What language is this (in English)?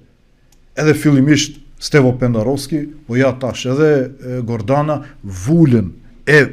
Albanian